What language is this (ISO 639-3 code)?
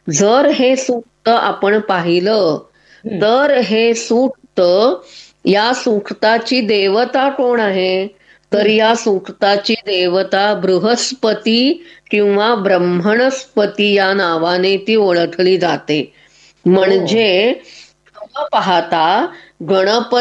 mar